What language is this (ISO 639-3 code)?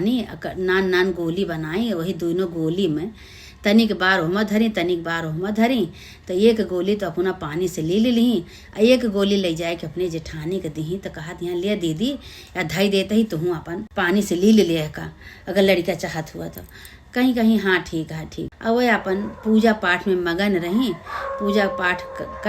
awa